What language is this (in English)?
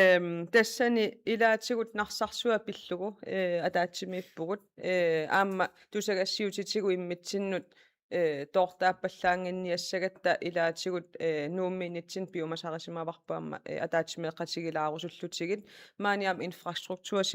Kalaallisut